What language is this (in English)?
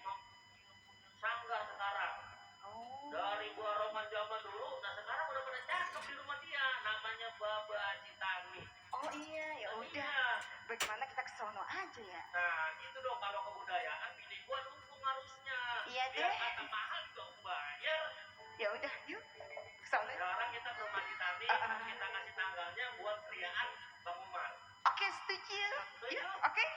Betawi